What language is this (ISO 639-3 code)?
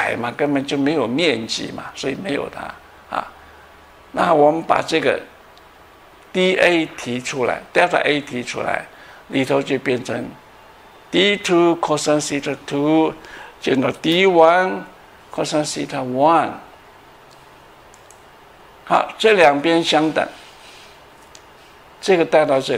zho